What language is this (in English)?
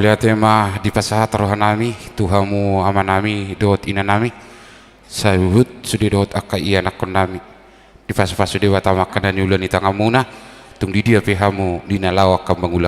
Batak Toba